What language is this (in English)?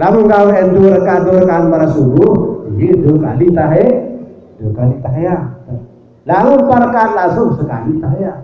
Sasak